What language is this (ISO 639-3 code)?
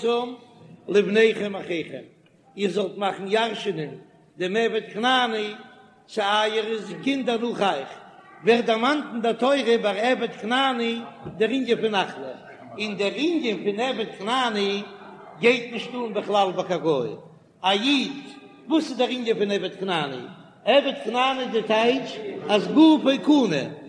yid